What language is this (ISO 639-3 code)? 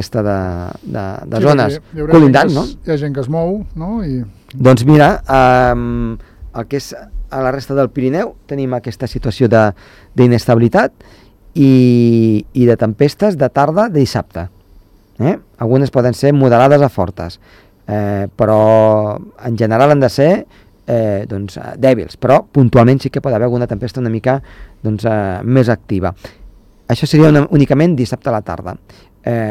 cat